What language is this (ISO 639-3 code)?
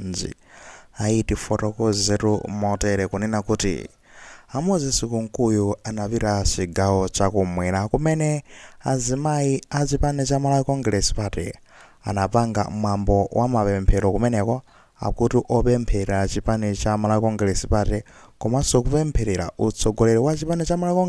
nya